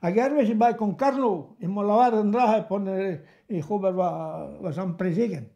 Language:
Breton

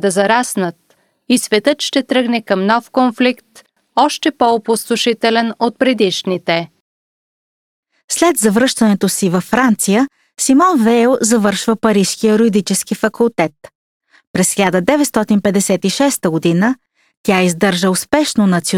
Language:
Bulgarian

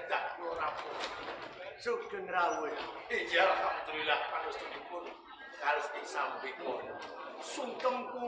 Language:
Javanese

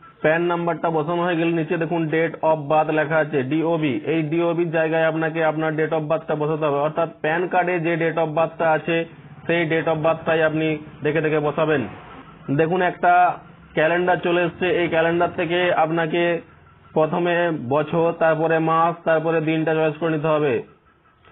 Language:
Bangla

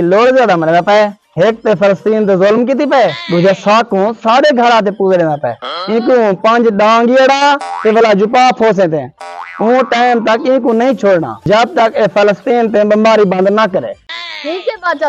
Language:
Saraiki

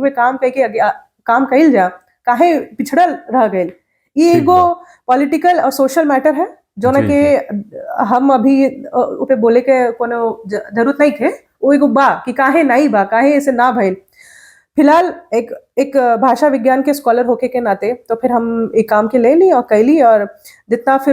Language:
Bhojpuri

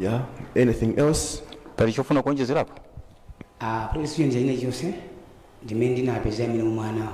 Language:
Nyanja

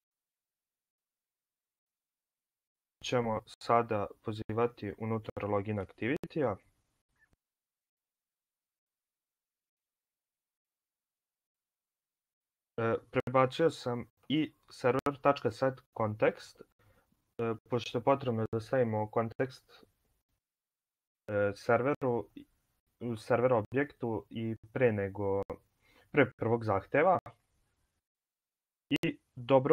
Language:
Serbian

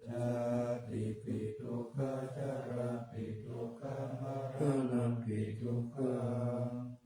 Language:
Pali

